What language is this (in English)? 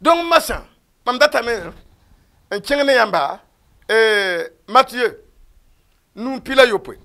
Mossi